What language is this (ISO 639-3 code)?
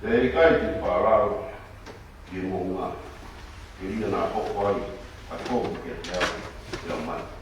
ton